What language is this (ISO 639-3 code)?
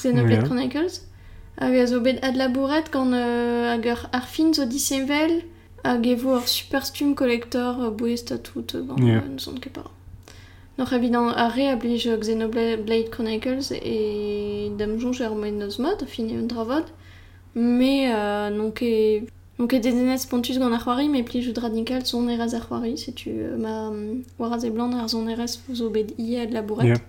bre